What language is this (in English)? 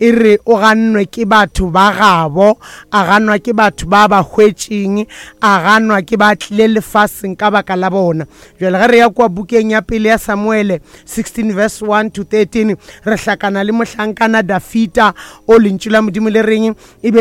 Northern Sotho